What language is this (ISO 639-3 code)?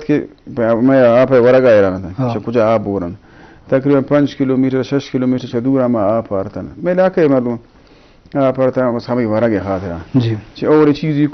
bgp